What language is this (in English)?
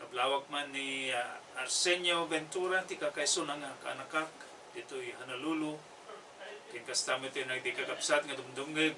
Iloko